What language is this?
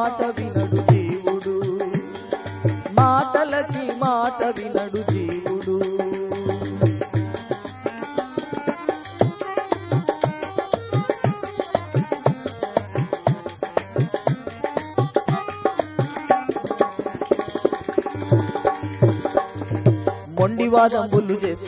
Telugu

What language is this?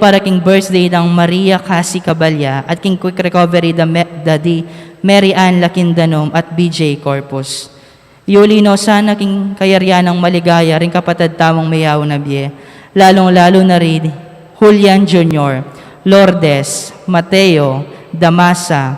Pampanga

